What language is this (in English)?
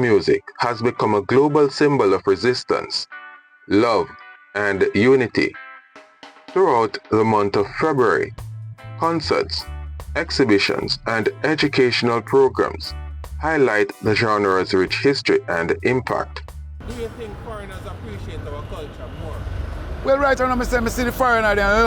Jamaican Creole English